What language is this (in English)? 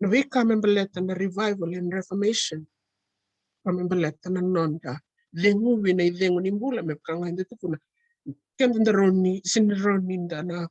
Fijian